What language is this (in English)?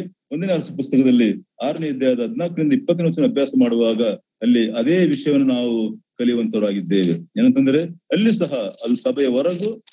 Kannada